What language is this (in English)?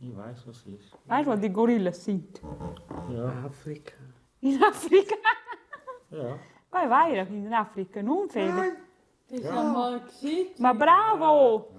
Romansh